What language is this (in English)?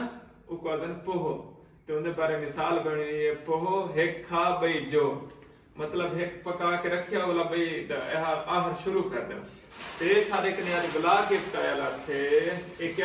Saraiki